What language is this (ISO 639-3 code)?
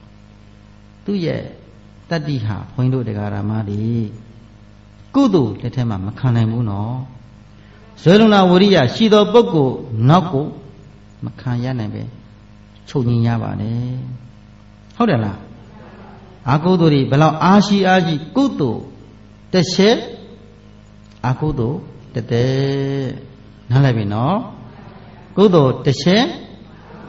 mya